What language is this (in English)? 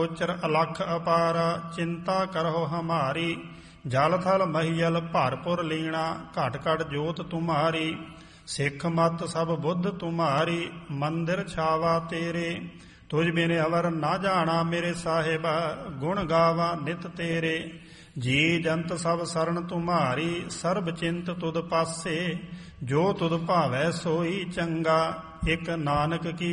Punjabi